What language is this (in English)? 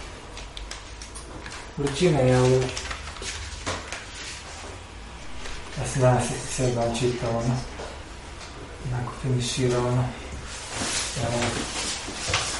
Croatian